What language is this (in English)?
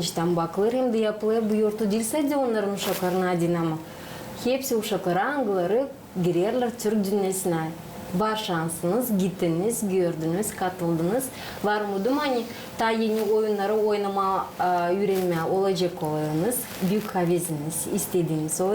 Gagauz